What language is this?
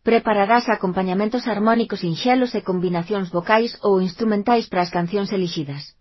Galician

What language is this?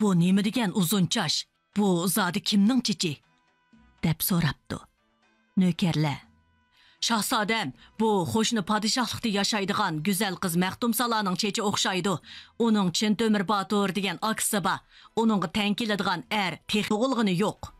Uyghur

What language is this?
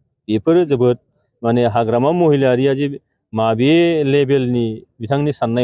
Bodo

